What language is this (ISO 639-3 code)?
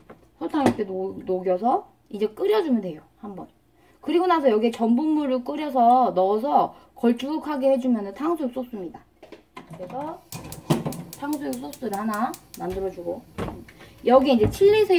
kor